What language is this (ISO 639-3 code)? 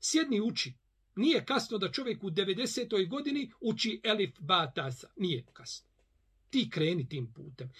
bos